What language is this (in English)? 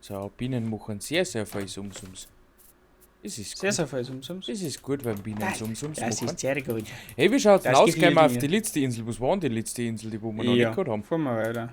Bavarian